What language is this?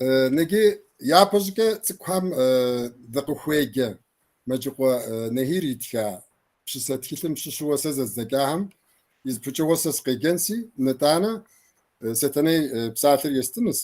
Kabardian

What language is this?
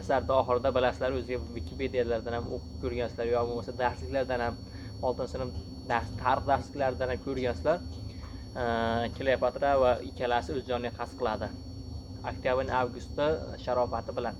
Uzbek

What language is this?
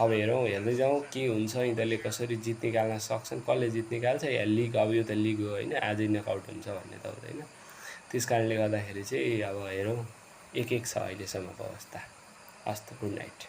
Nepali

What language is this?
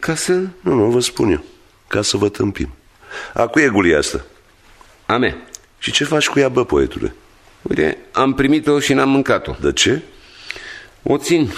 Romanian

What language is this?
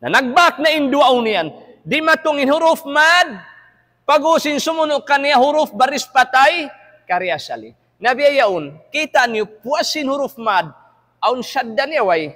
Tausug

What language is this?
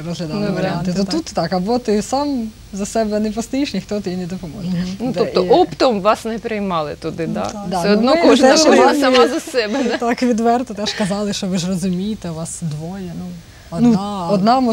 Ukrainian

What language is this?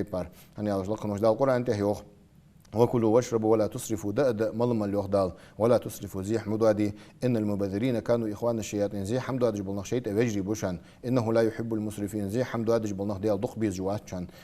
Ingush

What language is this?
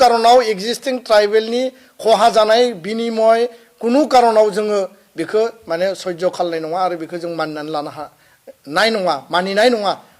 Bodo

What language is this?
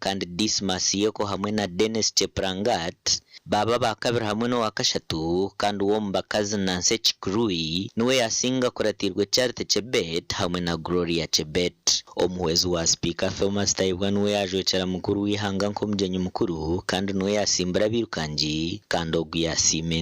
Nyankole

